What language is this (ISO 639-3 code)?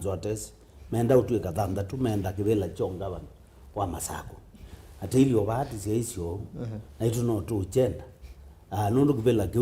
kam